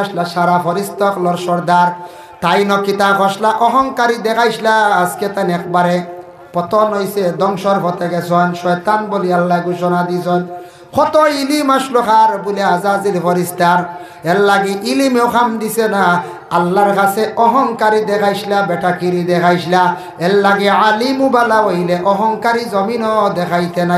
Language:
Sylheti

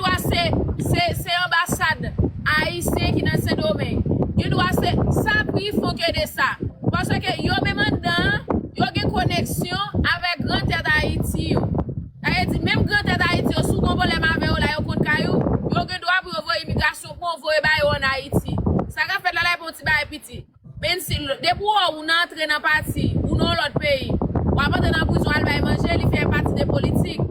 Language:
Haitian Creole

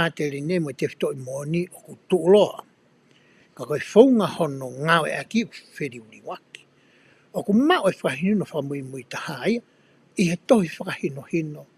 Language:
Tongan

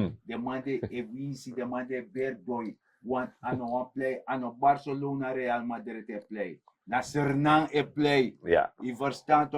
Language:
Sranan Tongo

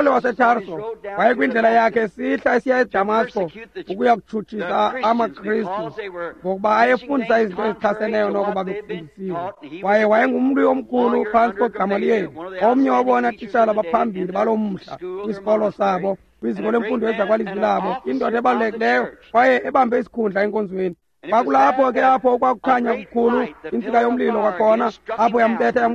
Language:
Xhosa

